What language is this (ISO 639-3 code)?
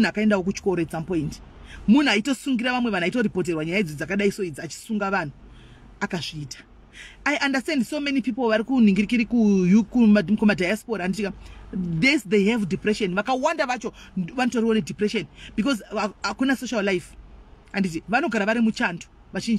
sna